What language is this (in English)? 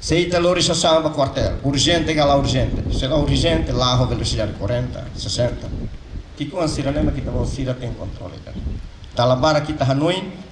Tetum